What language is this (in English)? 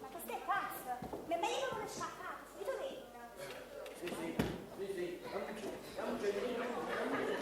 Neapolitan